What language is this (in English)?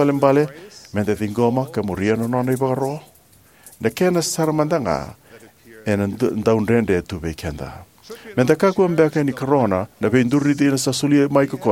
Fijian